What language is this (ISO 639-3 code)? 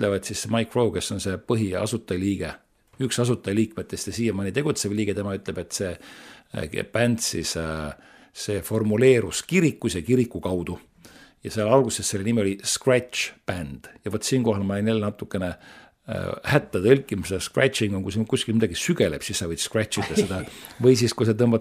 est